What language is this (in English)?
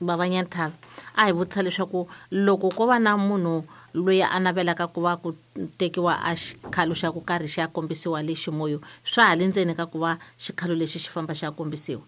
Tsonga